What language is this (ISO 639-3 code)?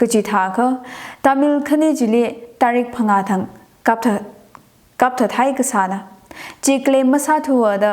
nmf